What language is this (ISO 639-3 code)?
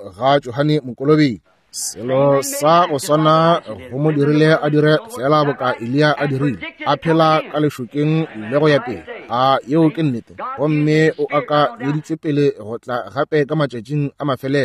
nso